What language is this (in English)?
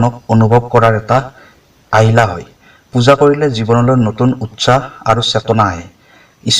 Assamese